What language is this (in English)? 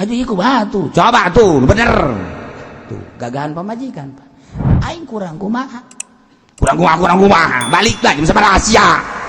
Sundanese